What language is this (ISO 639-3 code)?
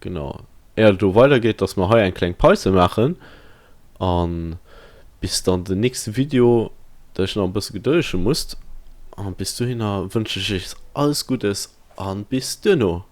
ltz